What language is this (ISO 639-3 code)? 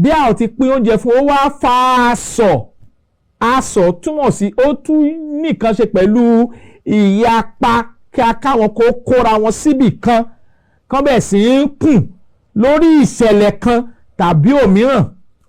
yor